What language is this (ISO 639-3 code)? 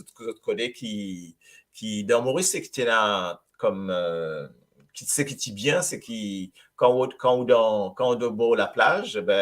mfe